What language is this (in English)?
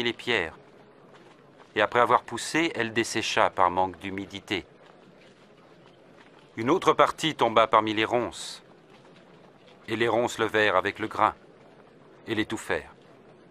French